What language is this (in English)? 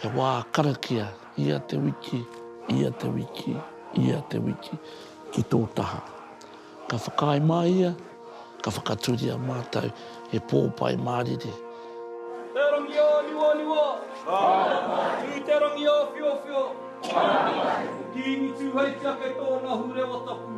Māori